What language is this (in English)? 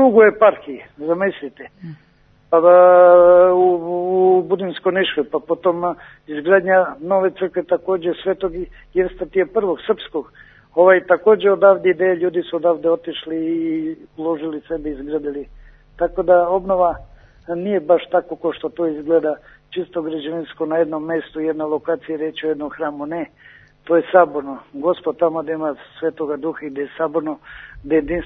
Serbian